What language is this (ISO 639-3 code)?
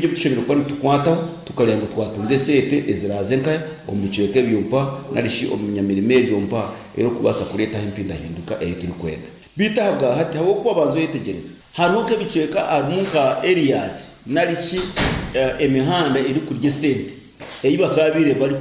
nyn